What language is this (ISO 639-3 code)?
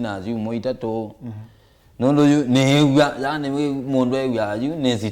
kam